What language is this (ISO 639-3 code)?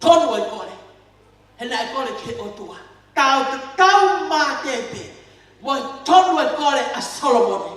ton